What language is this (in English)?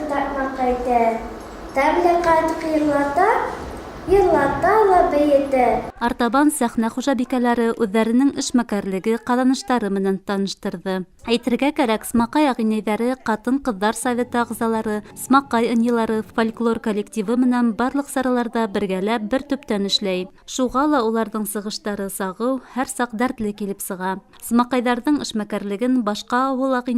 Bashkir